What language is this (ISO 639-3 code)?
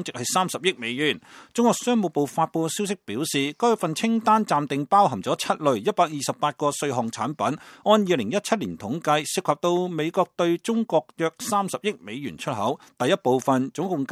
yue